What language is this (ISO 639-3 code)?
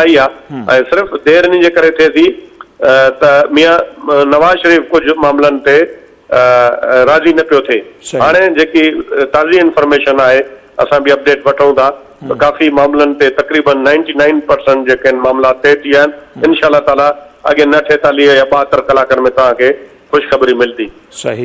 snd